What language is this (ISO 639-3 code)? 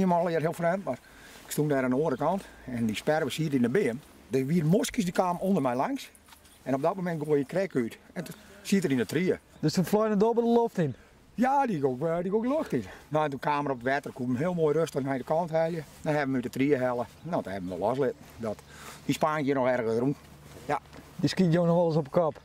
fry